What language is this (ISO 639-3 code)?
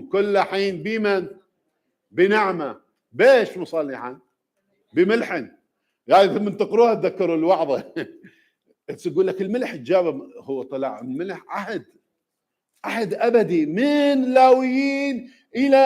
acm